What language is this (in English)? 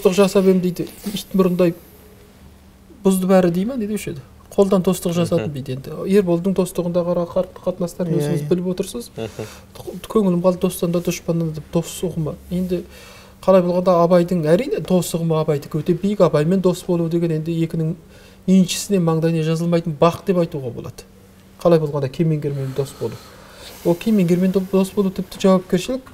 Kazakh